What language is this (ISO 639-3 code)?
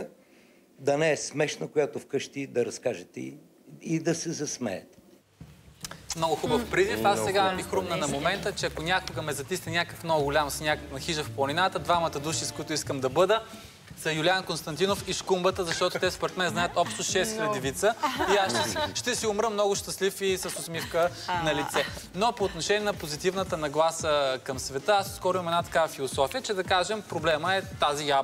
bul